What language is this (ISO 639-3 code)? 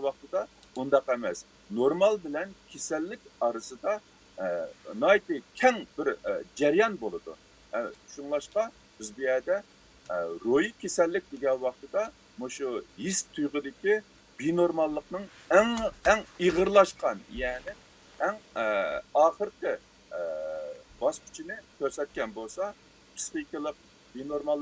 uig